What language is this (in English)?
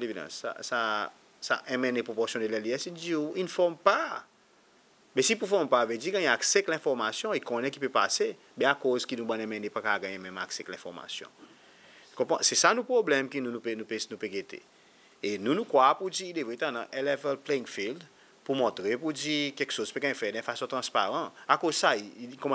Seselwa Creole French